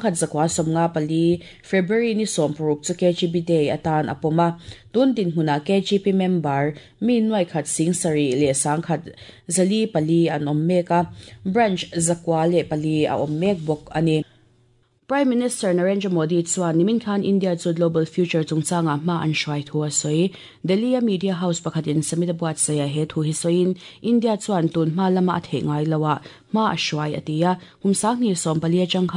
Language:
Mizo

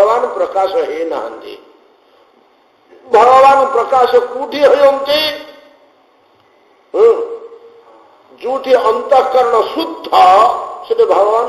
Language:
Odia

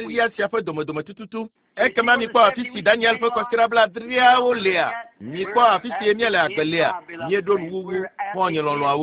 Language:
Ewe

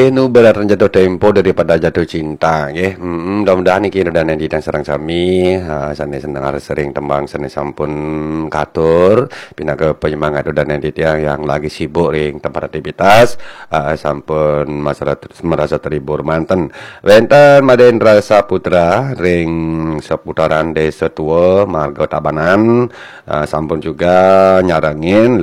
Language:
Balinese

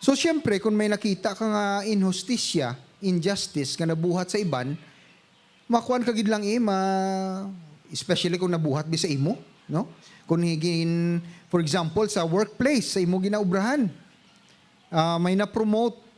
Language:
Hiligaynon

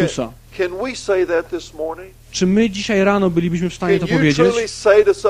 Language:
Polish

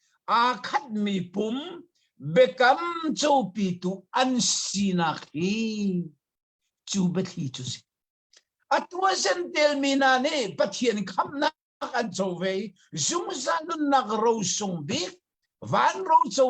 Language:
Hakha Chin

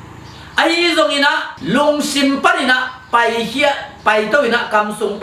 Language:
Tedim Chin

